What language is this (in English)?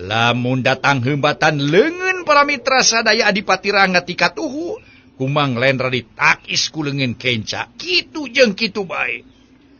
Sundanese